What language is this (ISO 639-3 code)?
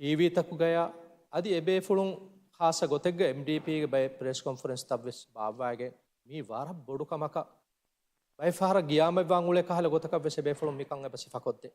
div